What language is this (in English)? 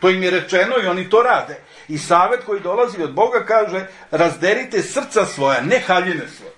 Serbian